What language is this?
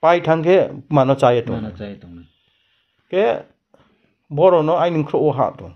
Riang (India)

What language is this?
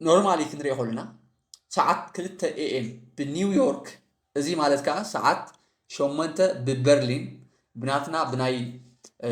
Tigrinya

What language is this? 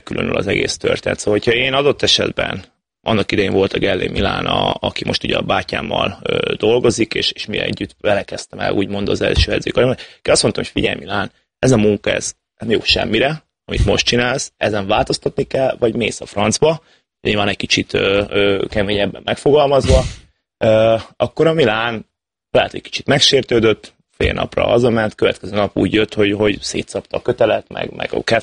Hungarian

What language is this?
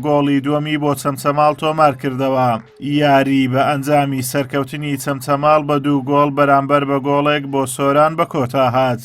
Central Kurdish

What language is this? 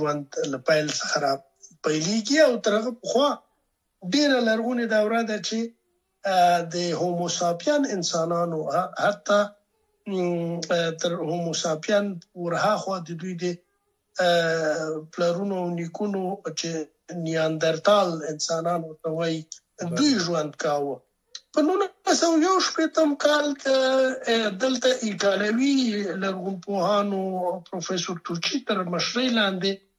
Pashto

